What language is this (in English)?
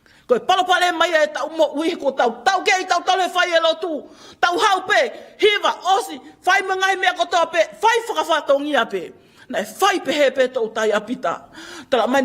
Tongan